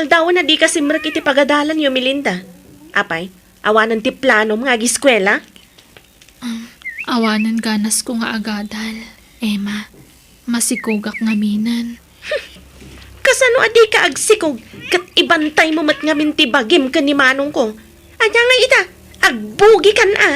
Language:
Iloko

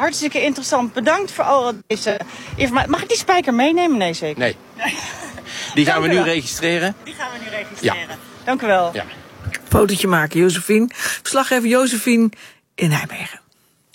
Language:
Dutch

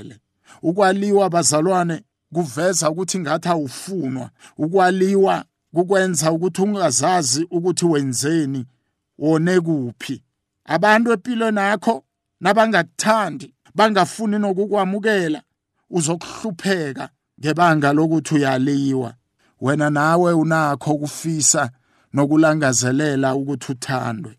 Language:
South Ndebele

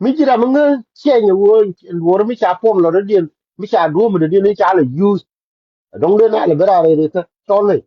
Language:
Nuer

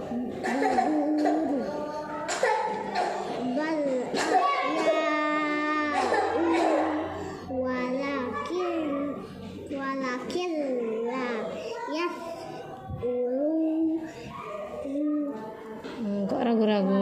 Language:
Indonesian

